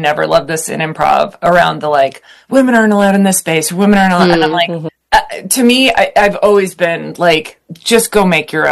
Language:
English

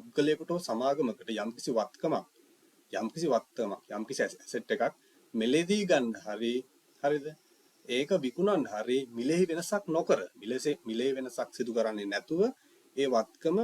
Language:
Sinhala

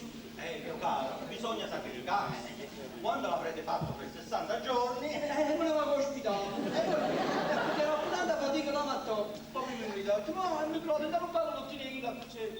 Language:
Neapolitan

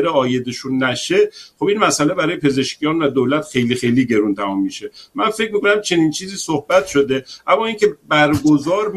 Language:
Persian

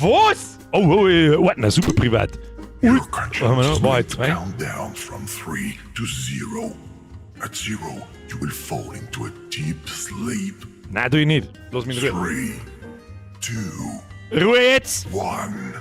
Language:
Bavarian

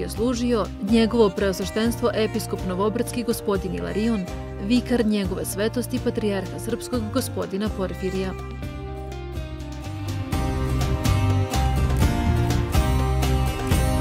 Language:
Serbian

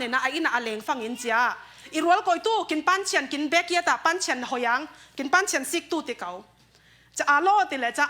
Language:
Falam Chin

